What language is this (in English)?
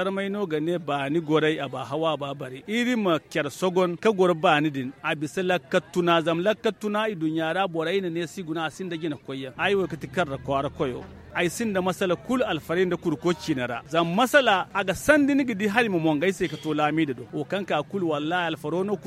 Zarma